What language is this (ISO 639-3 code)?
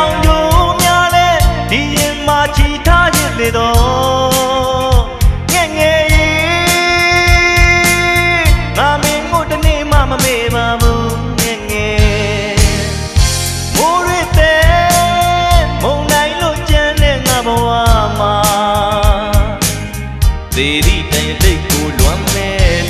mya